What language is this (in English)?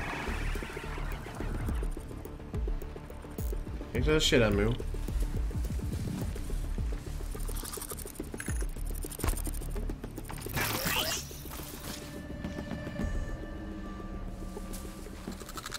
Portuguese